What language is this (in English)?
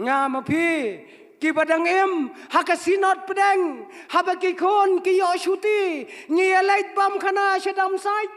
Khasi